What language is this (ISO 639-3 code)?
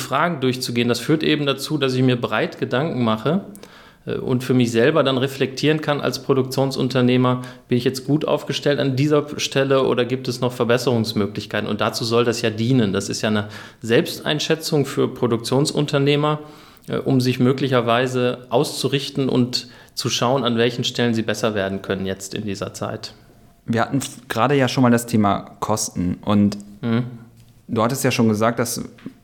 deu